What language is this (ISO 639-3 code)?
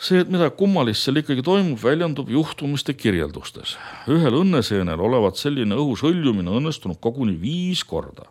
est